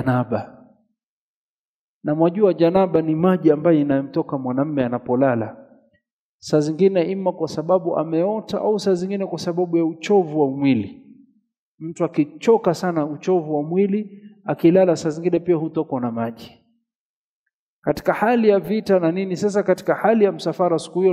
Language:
Swahili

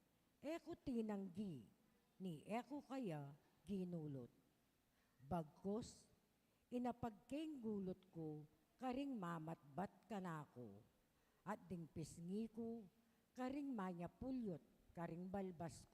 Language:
Pampanga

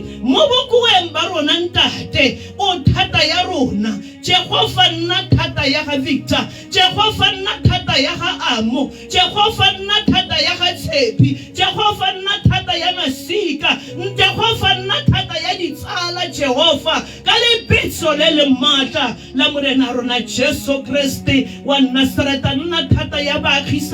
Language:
Tswana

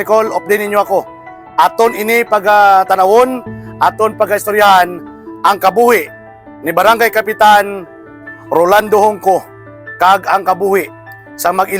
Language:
Hiligaynon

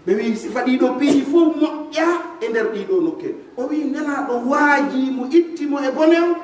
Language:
Pular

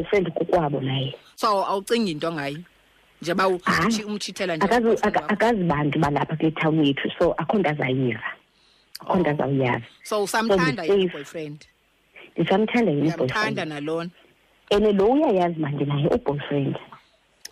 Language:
Xhosa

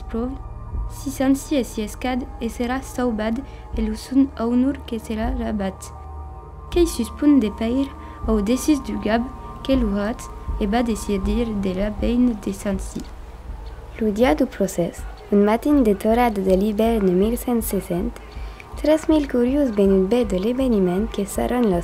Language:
Occitan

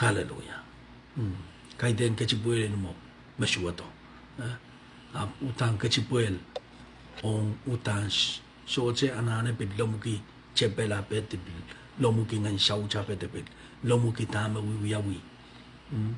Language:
Pohnpeian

